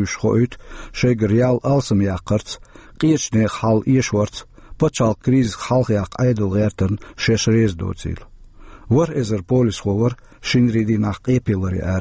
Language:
Chechen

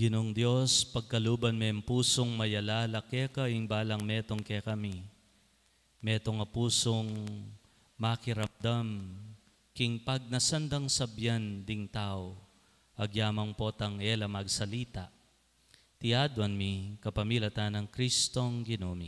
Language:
Pampanga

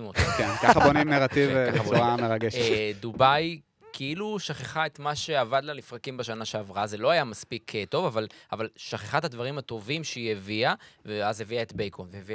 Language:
Hebrew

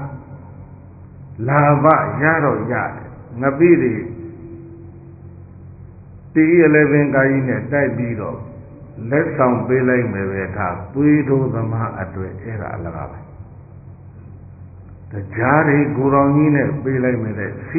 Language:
Burmese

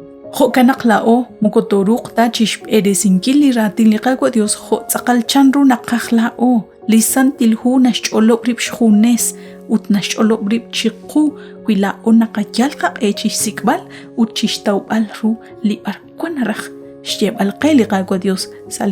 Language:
Kekchí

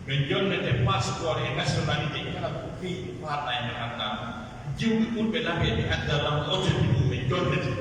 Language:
Pular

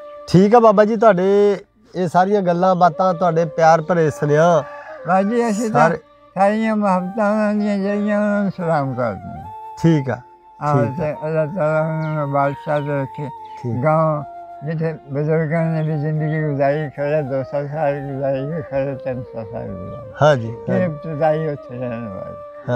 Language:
Punjabi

